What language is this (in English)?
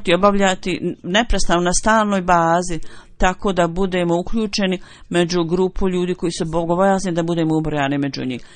Bosnian